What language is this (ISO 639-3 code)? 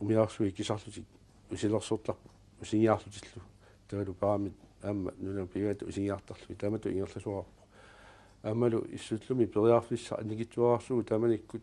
kal